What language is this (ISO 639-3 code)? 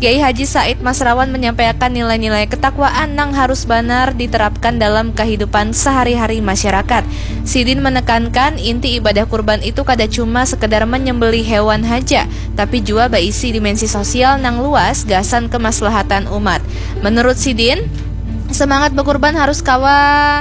bjn